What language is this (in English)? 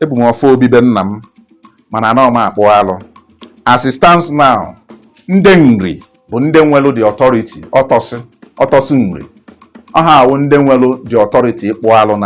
Igbo